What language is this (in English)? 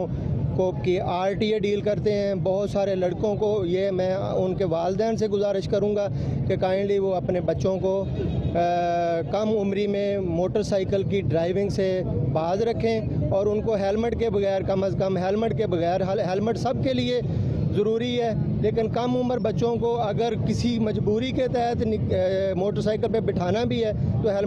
Urdu